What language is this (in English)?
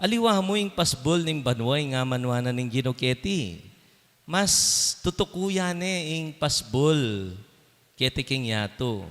Pampanga